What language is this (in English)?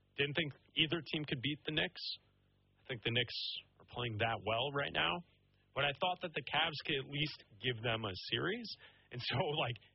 English